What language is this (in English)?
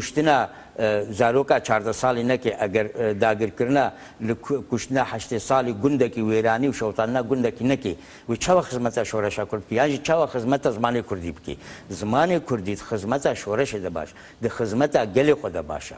Kurdish